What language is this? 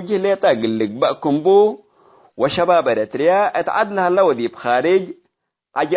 Tigre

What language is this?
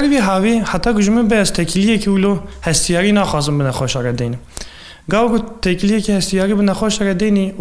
Kurdish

